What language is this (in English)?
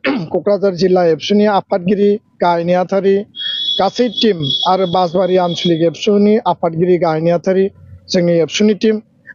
Bodo